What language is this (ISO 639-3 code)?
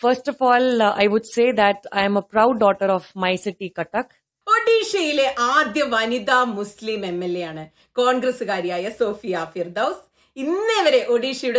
mal